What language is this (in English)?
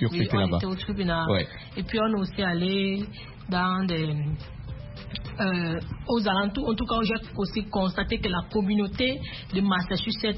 French